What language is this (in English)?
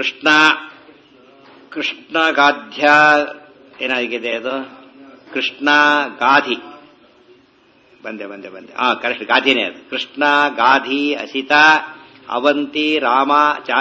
Kannada